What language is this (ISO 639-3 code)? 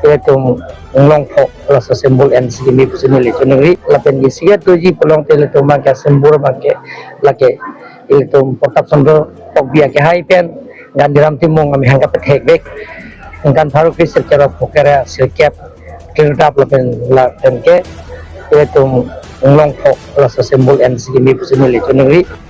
mjw